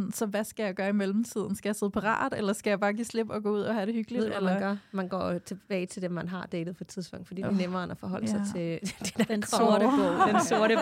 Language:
Danish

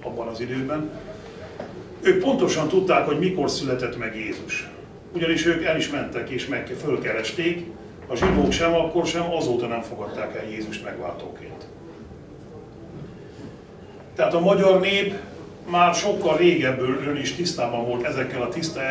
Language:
Hungarian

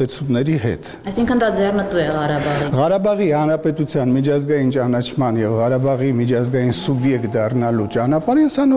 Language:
Armenian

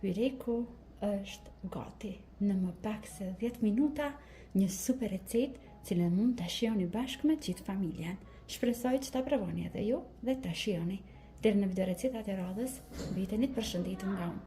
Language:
Albanian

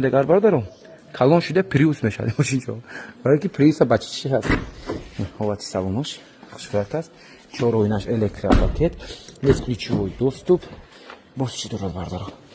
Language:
Tajik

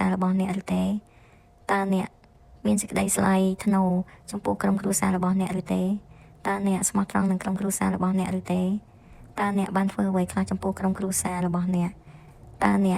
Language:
Khmer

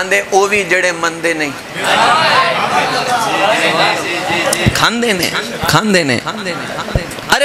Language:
Urdu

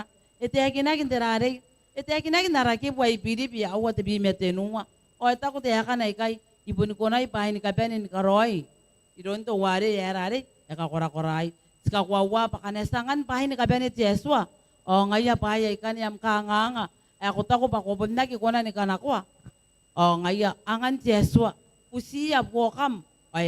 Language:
Gilbertese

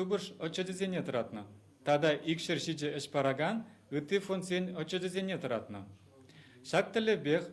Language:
Chuvash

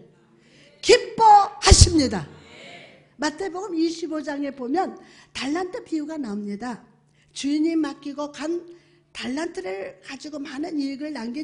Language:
Korean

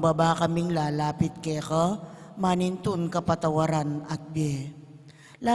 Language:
Pampanga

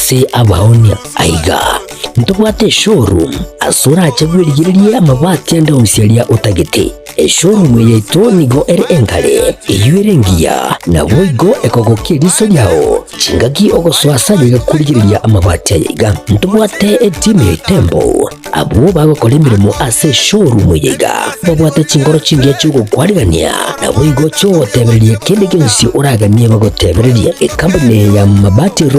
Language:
Gusii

